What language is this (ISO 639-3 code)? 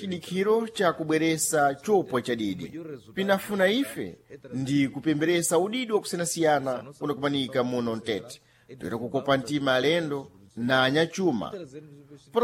seh